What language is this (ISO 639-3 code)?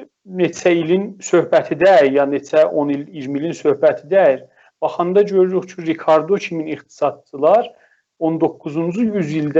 azb